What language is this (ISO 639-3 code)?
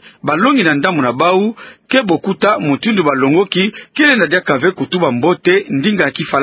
ktu